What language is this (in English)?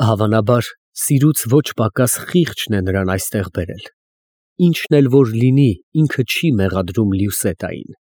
Armenian